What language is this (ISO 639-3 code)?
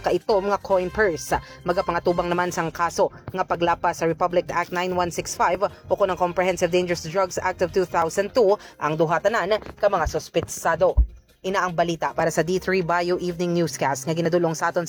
hil